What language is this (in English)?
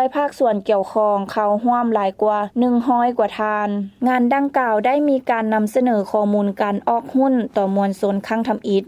Lao